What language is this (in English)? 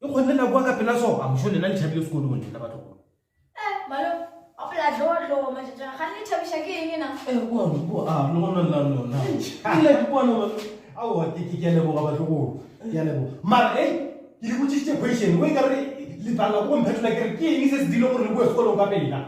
Northern Sotho